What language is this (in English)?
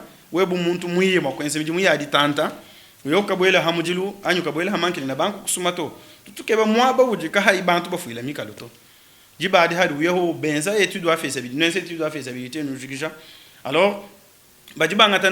Luba-Lulua